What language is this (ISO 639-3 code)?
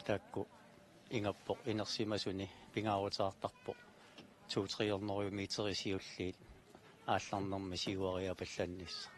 kal